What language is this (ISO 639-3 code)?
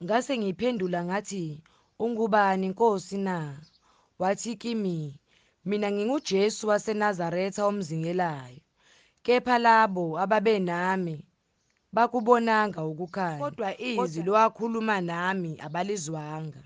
zul